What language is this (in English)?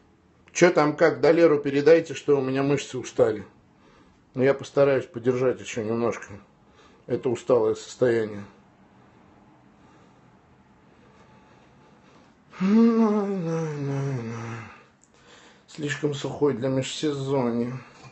Russian